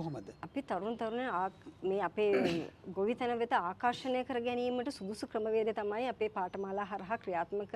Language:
Sinhala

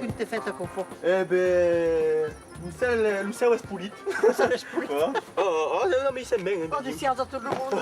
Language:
Occitan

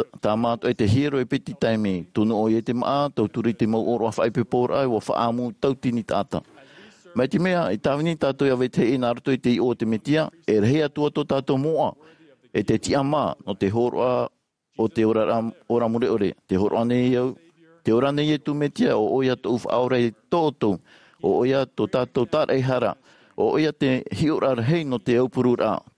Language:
Tahitian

